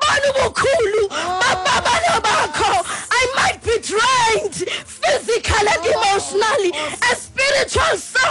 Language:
Xhosa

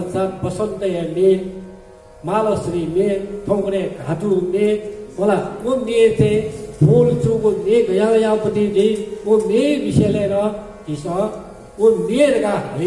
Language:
Newari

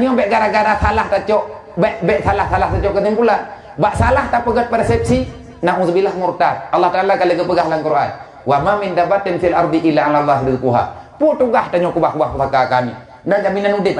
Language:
Achinese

